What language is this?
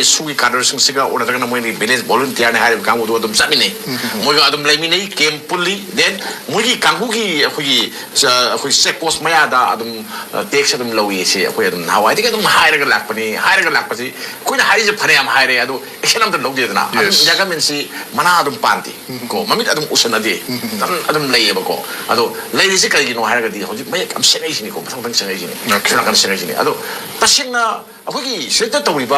Manipuri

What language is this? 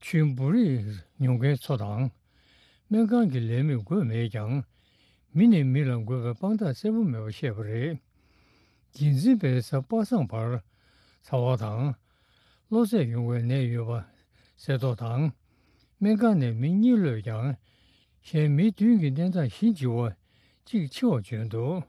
Tibetan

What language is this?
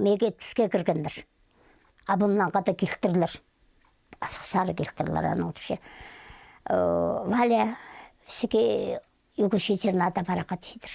Khakas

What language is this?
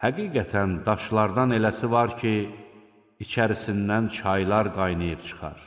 Azerbaijani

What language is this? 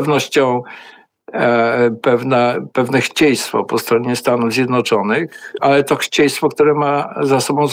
Polish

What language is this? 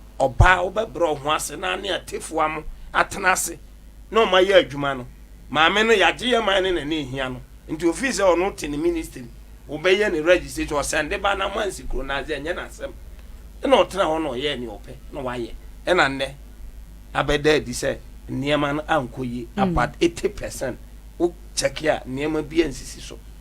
Akan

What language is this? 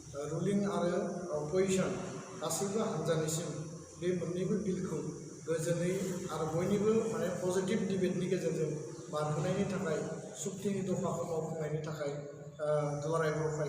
Bodo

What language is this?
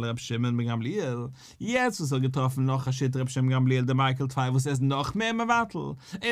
Yiddish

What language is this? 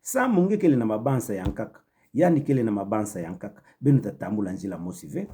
Kituba (Democratic Republic of Congo)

